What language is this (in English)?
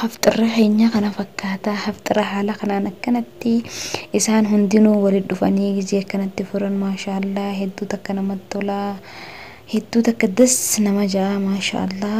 Oromo